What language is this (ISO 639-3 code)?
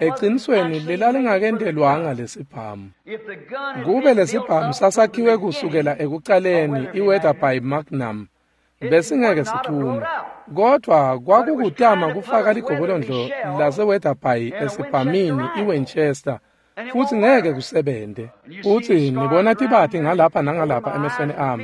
ssw